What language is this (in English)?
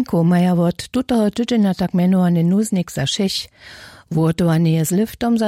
Upper Sorbian